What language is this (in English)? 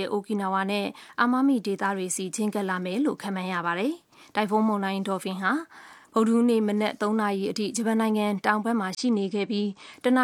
Burmese